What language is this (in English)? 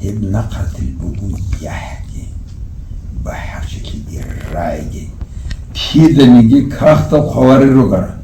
Avaric